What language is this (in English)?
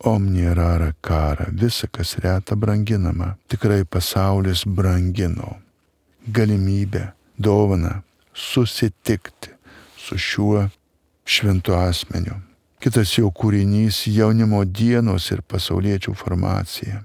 Lithuanian